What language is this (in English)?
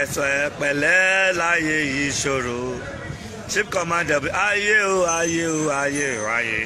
Yoruba